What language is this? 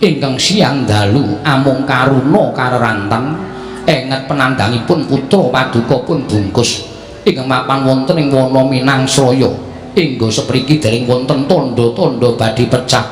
Javanese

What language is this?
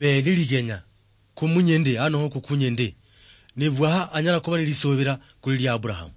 Luyia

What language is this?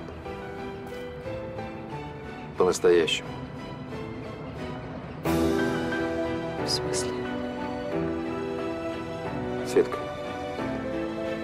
Russian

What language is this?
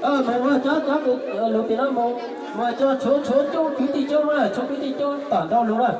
Hmong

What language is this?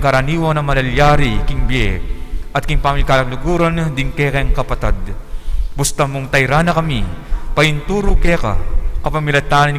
Pampanga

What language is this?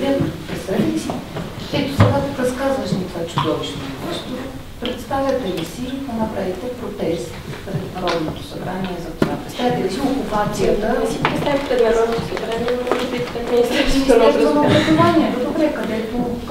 Bulgarian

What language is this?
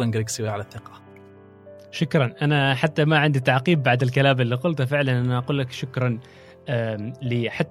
Gulf Arabic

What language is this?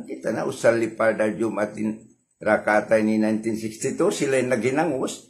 Tausug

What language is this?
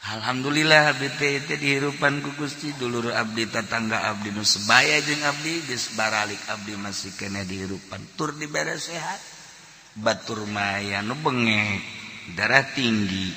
Sundanese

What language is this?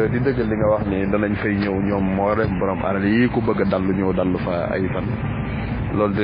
Wolof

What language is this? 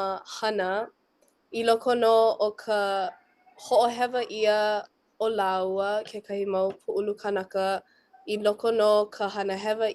Hawaiian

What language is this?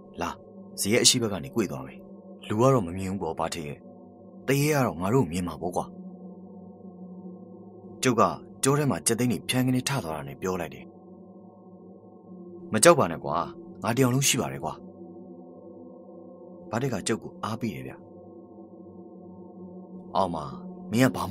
Burmese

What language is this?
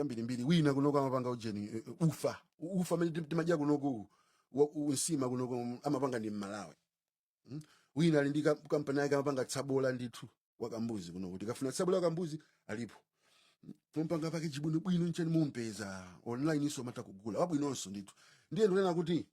Nyanja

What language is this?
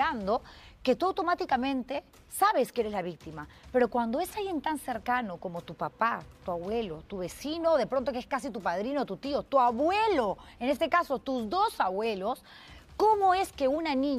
Spanish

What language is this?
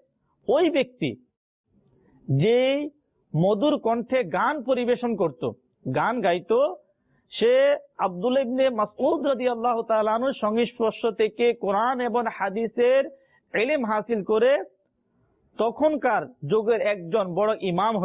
Bangla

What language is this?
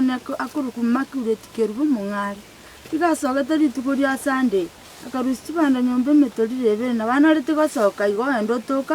Gusii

